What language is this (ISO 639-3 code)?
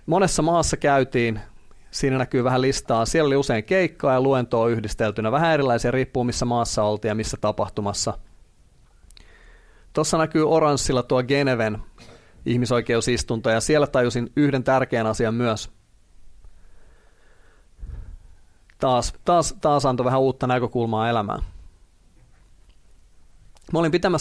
fin